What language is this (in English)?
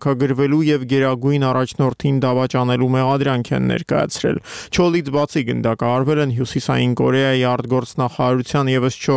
Armenian